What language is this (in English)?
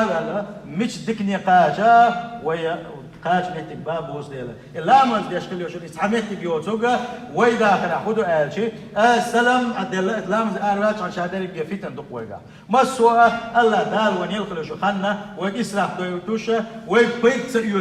Chechen